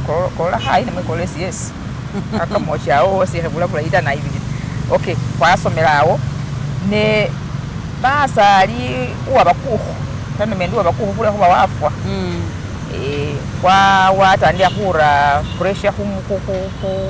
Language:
Masaaba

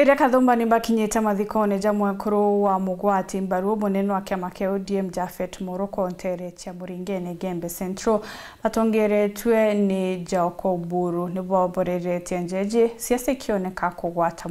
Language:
Meru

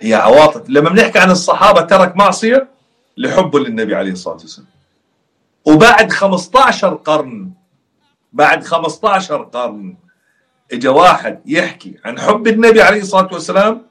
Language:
North Levantine Arabic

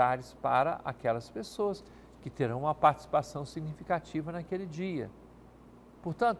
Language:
Portuguese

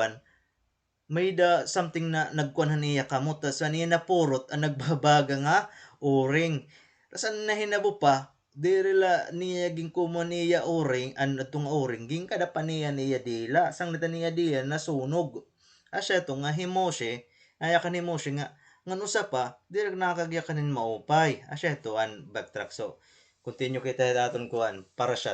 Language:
Waray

